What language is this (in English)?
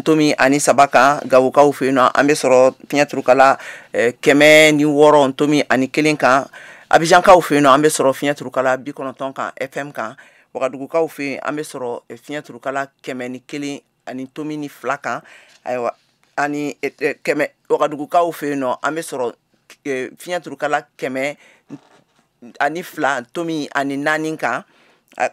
Bambara